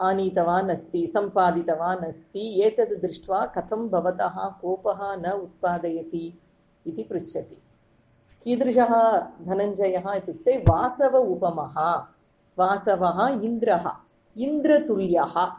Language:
Sanskrit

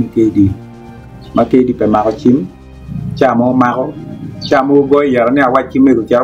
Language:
Acoli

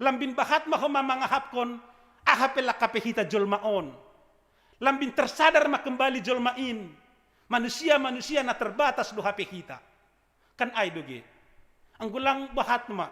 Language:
Batak Simalungun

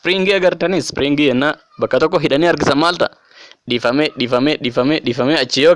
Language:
Oromo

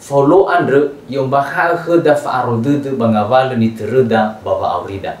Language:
Nias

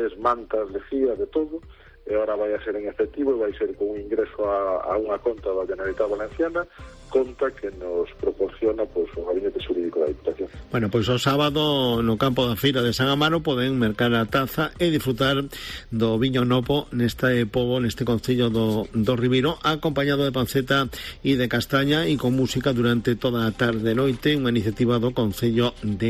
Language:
Galician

